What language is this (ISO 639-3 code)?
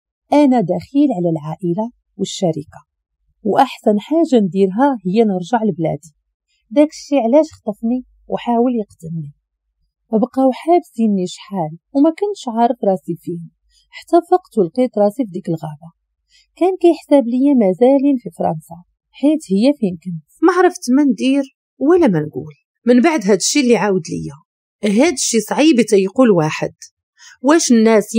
ary